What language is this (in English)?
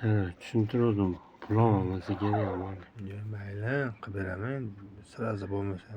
Uzbek